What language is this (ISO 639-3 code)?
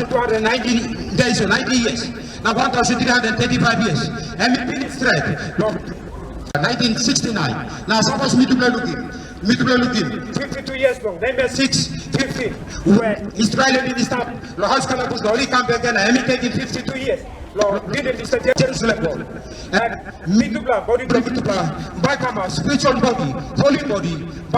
tpi